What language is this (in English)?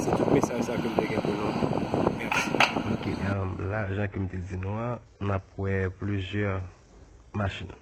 Haitian Creole